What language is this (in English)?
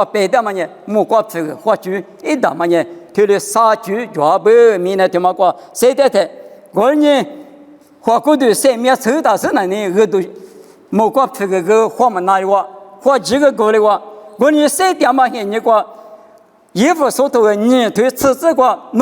Lisu